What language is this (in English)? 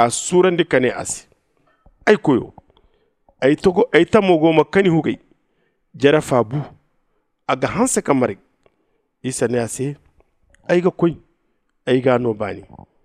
Zarma